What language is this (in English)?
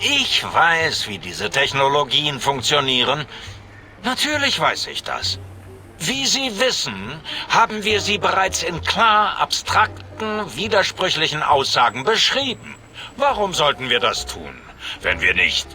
Bavarian